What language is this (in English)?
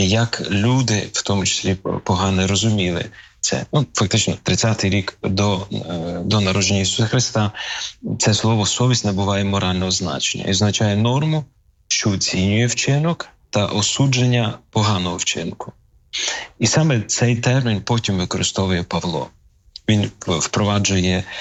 Ukrainian